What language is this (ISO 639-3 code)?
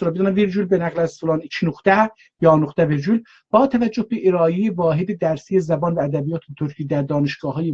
azb